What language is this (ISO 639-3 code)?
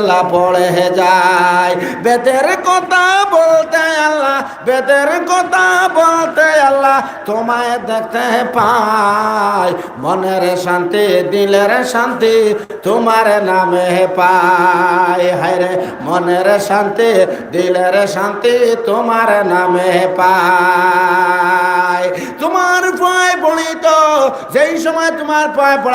syl